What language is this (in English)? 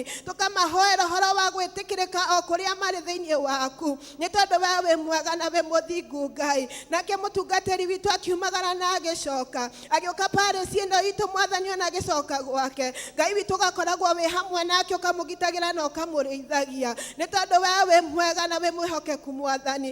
Kikuyu